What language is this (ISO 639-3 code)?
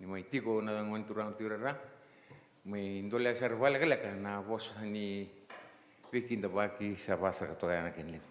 fij